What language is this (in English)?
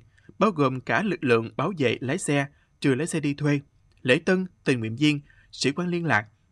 Vietnamese